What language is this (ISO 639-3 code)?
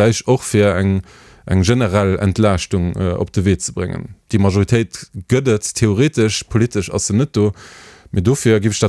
ltz